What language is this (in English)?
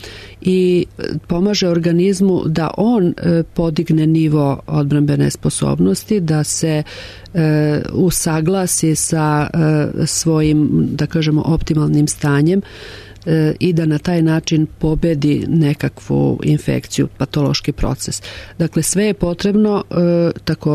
Serbian